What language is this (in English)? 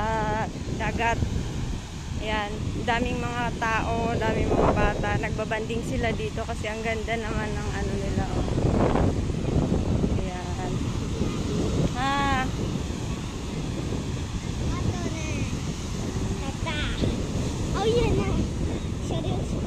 Filipino